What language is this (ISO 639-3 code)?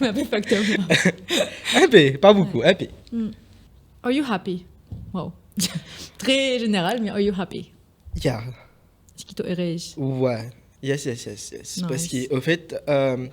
mfe